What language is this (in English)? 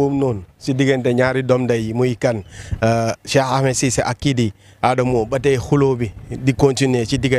Wolof